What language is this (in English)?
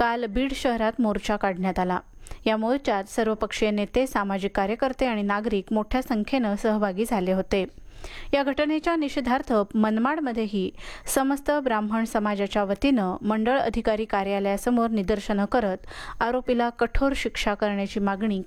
Marathi